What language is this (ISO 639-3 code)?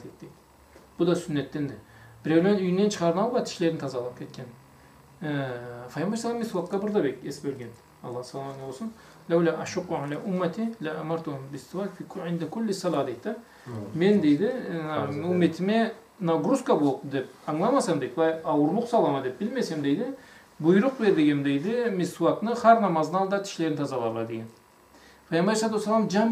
krc